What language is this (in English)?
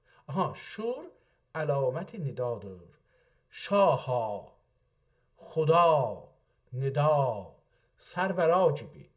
South Azerbaijani